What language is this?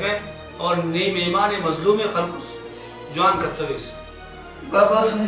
Brahui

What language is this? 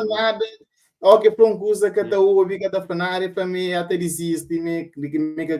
Kabuverdianu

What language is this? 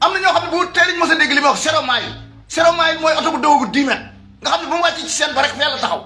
Wolof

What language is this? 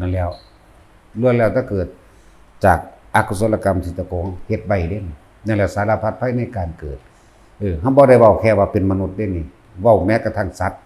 Northeastern Thai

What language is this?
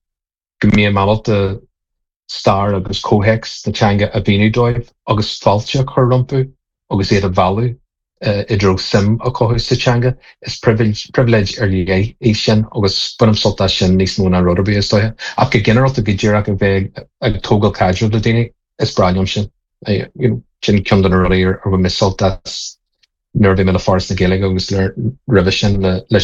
Irish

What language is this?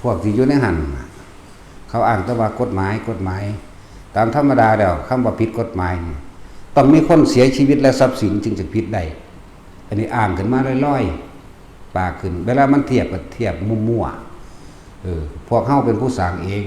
Northeastern Thai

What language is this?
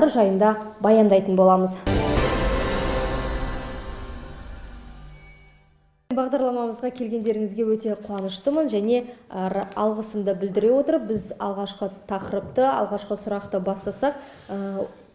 Kazakh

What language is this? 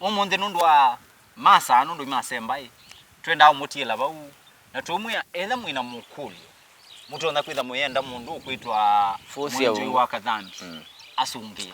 Kamba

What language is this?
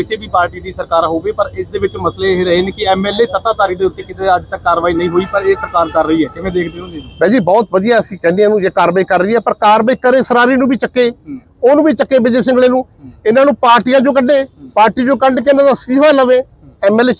Punjabi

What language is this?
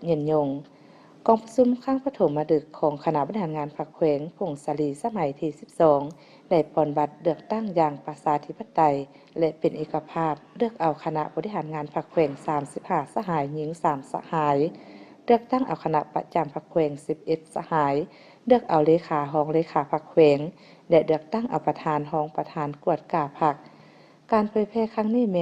Lao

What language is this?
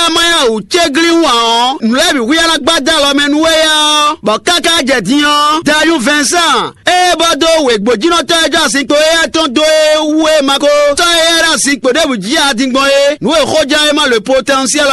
Fon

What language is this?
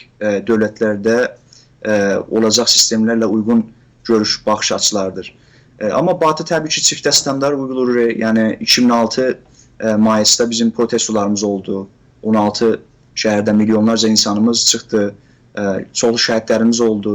South Azerbaijani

